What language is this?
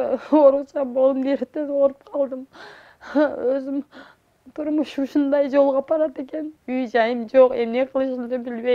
Kyrgyz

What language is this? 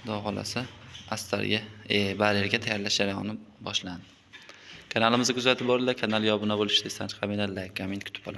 Uzbek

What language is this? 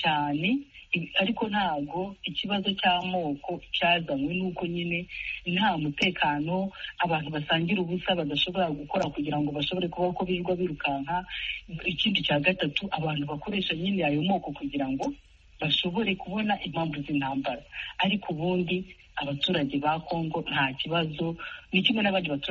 Kinyarwanda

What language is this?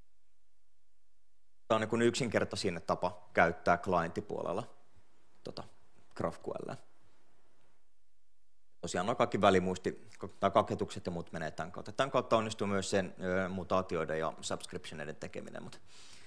Finnish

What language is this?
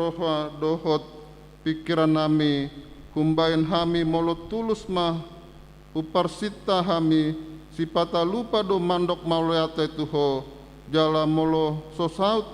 Batak Toba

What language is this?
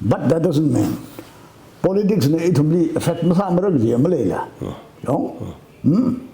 Tangkhul Naga (India)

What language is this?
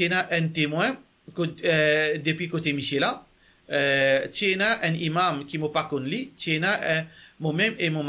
Morisyen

